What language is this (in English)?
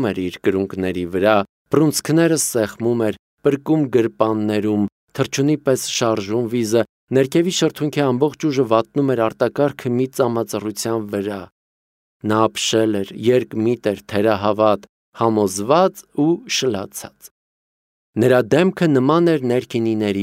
Armenian